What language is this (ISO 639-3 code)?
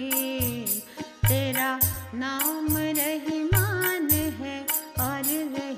mar